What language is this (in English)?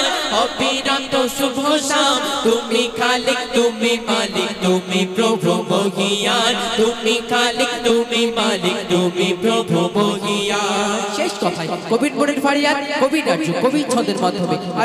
Bangla